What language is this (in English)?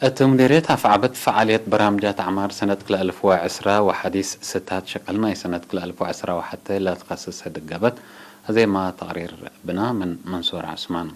Tigre